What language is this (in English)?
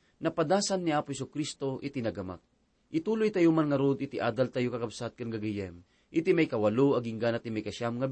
Iloko